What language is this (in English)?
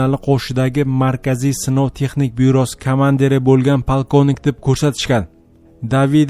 Uzbek